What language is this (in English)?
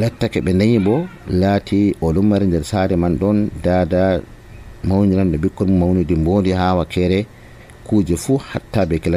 Nigerian Fulfulde